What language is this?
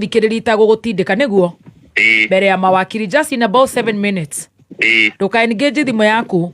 Kikuyu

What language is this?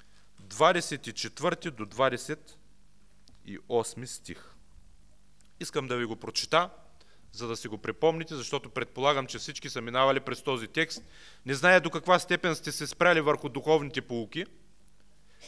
Bulgarian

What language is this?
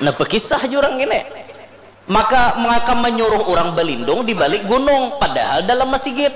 Banjar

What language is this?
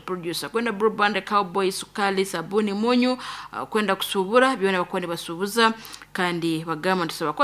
Nyoro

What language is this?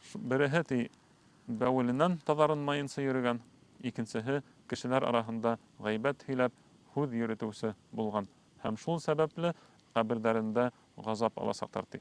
Bashkir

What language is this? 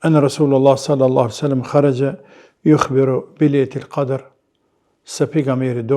Albanian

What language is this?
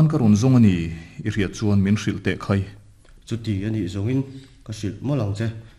Mizo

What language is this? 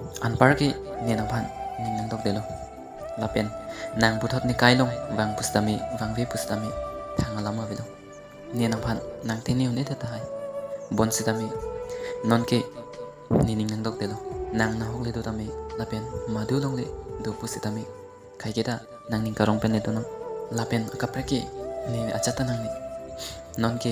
Karbi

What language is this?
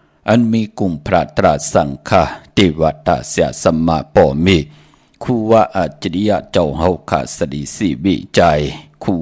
Shan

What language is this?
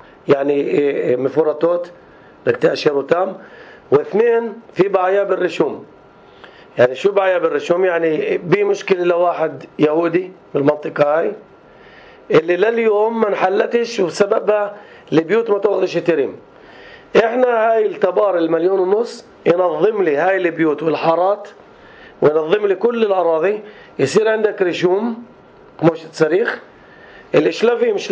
North Levantine Arabic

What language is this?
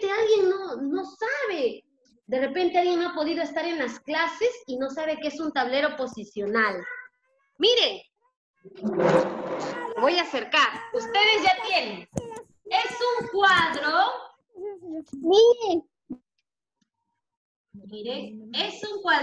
Spanish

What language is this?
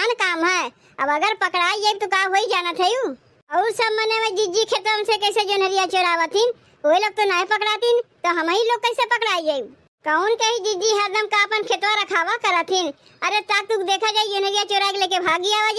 Awadhi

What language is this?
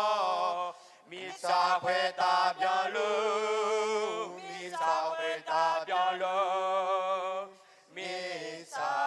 Akha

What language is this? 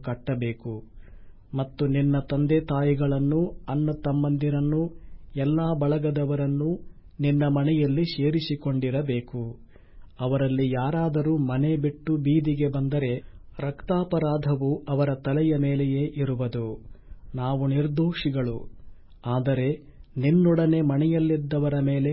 Kannada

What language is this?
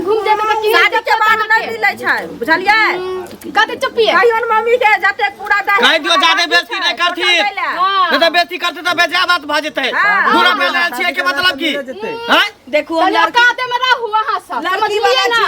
Maithili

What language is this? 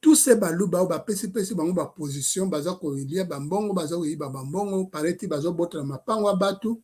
Lingala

